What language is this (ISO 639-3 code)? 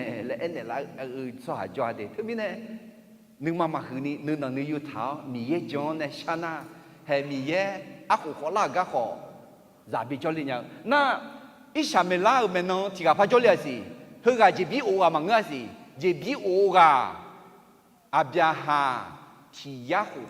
ahk